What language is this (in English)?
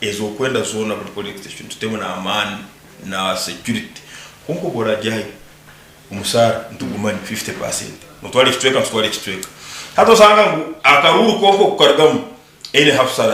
Nyankole